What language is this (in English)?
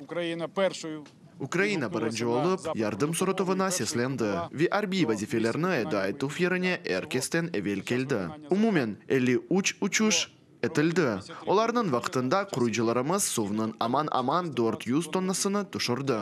Crimean Tatar